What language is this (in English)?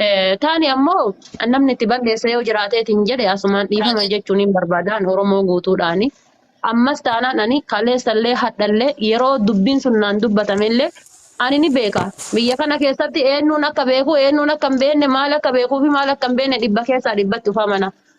Oromo